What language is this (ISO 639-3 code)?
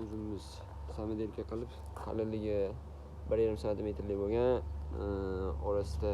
uzb